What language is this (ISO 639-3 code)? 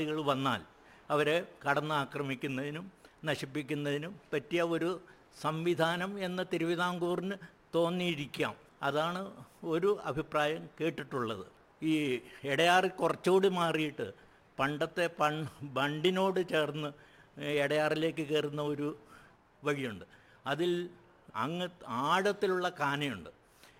mal